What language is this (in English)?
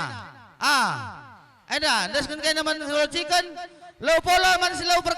Batak Karo